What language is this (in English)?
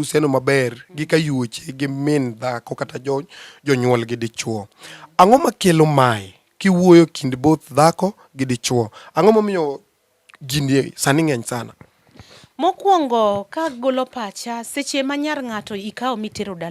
Luo (Kenya and Tanzania)